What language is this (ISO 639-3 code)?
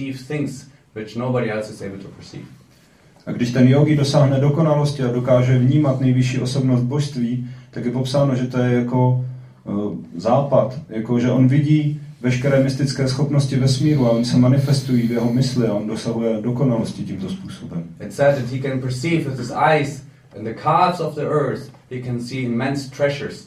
ces